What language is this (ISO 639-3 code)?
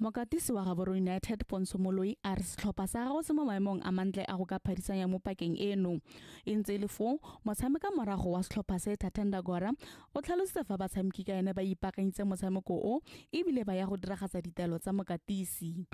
tsn